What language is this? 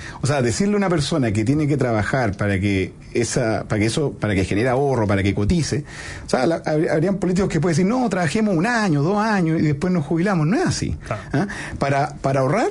Spanish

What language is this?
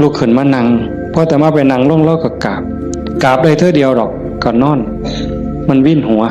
Northeastern Thai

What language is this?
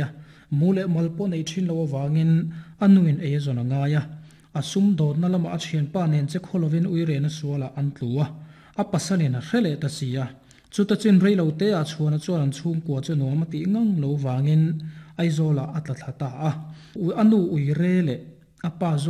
Mizo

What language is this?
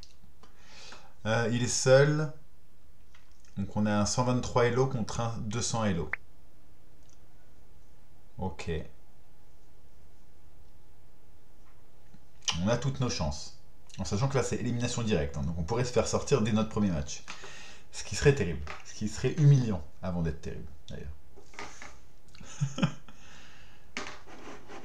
French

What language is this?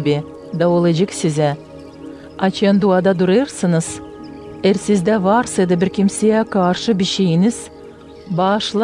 Gagauz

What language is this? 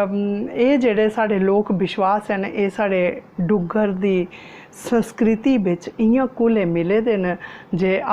Dogri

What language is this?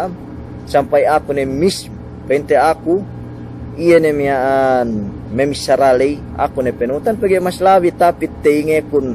Yakan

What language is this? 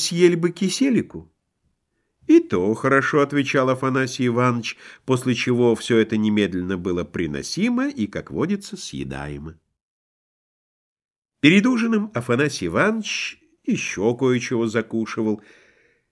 Russian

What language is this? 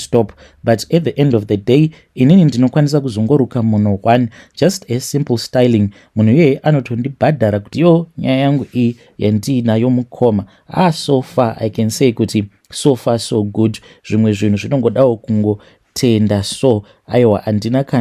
Shona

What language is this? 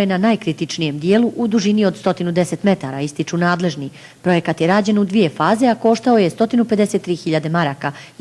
Bosnian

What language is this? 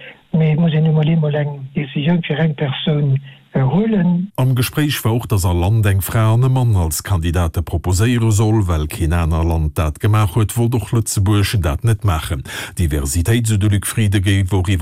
Luxembourgish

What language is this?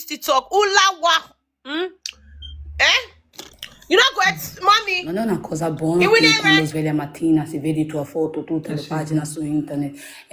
Nigerian Pidgin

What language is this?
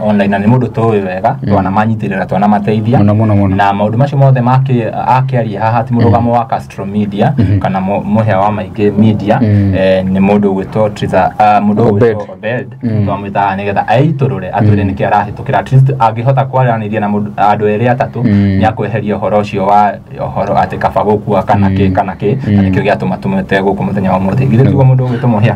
Kikuyu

